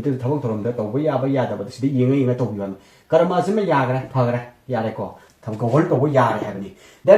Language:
Manipuri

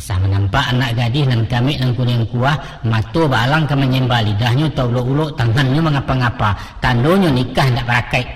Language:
Minangkabau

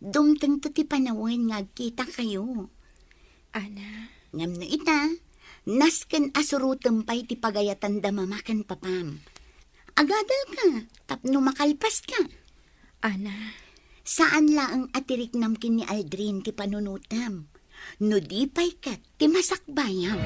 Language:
Iloko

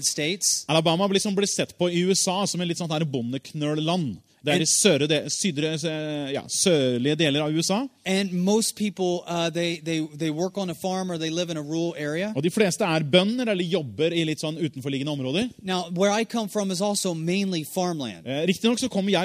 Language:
Norwegian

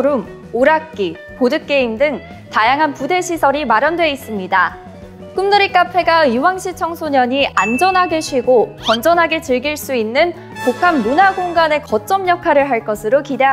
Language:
Korean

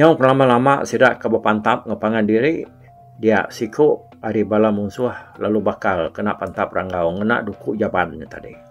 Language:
Iban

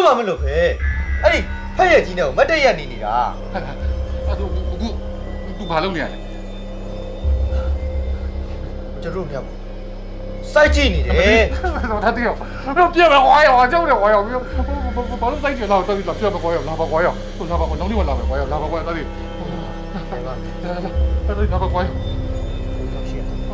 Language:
Burmese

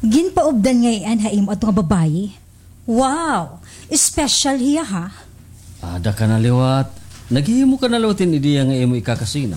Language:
Waray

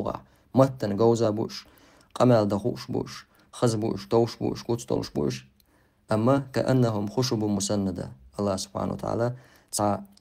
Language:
Chechen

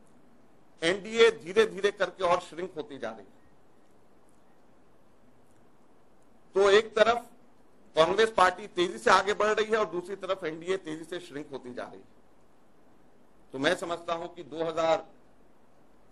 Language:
Hindi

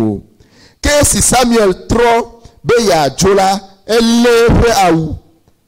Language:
Ewe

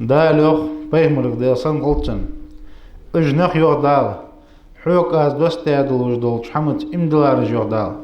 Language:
Ingush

